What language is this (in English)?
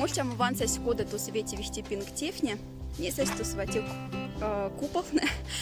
Moksha